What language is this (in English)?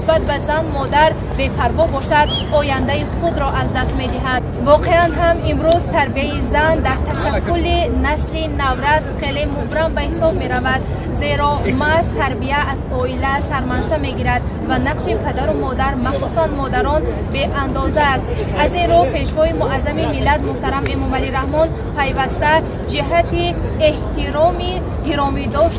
Tajik